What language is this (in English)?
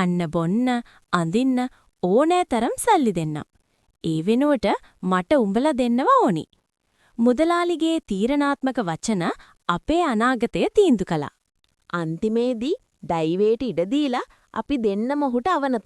Sinhala